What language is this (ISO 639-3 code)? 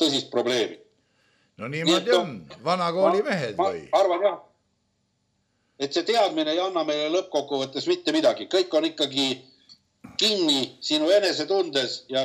est